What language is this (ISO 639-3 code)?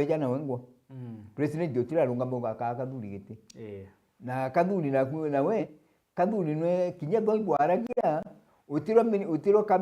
mer